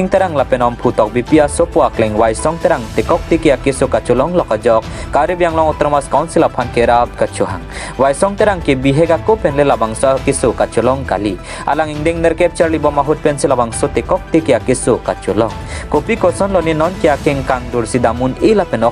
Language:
Karbi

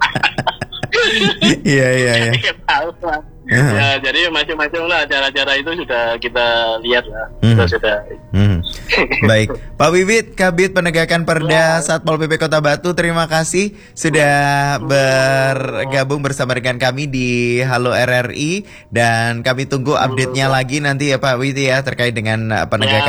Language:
Indonesian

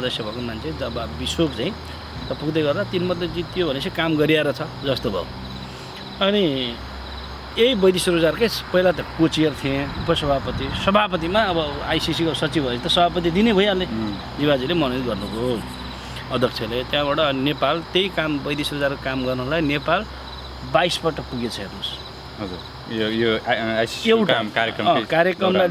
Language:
Nepali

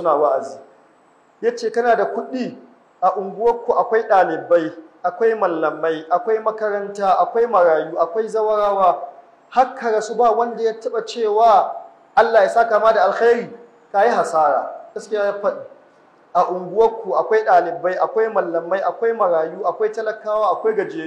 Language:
Hausa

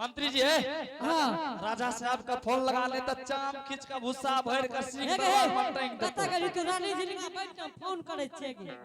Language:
Angika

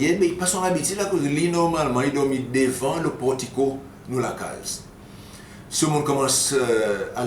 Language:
Seselwa Creole French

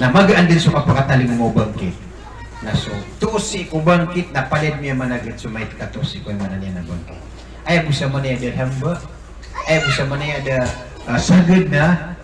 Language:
Maranao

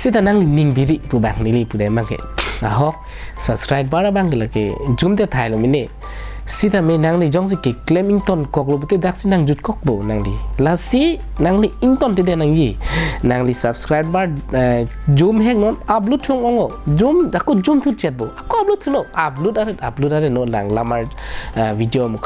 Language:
Karbi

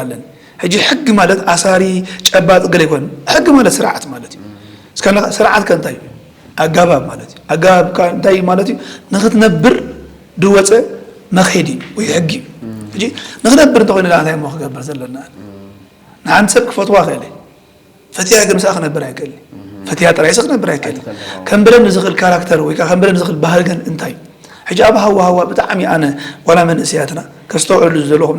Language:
Tigrinya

